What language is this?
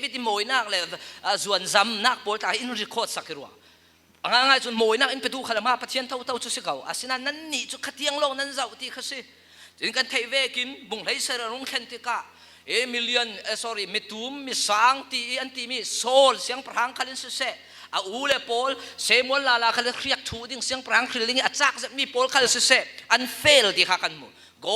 Falam Chin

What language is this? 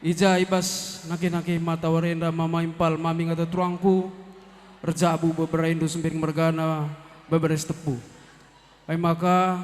Batak Karo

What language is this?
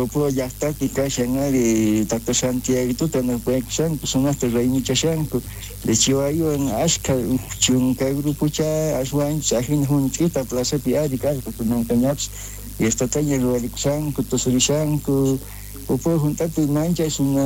South Bolivian Quechua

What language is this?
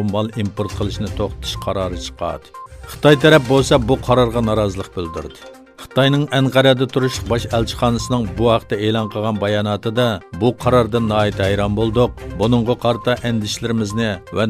Uyghur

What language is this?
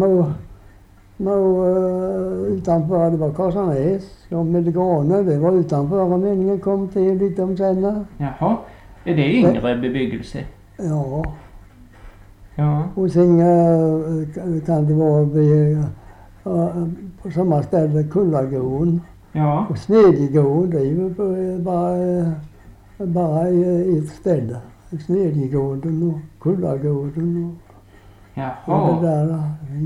Swedish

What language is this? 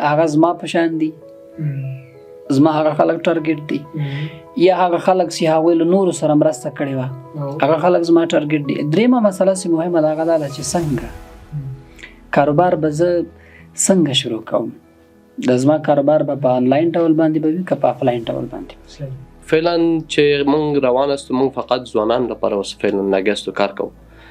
Pashto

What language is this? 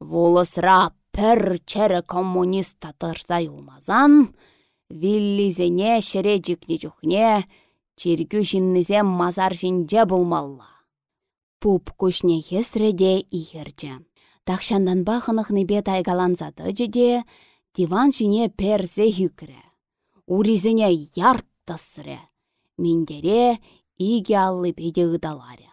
Chuvash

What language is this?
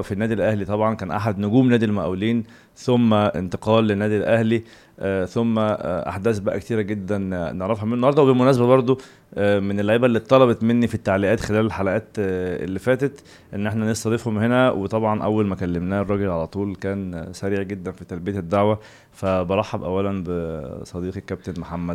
Egyptian Arabic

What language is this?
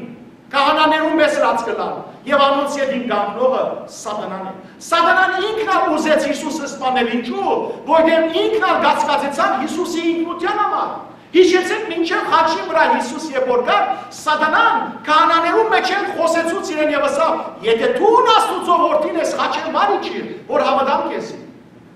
Western Armenian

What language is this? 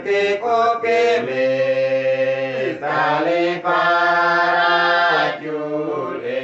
Uduk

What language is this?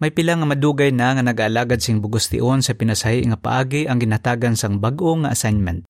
Hiligaynon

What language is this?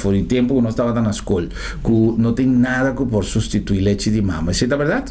Papiamento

